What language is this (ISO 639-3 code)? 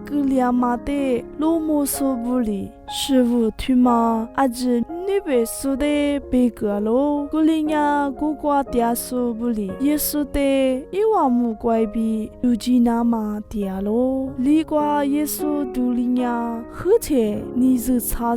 lis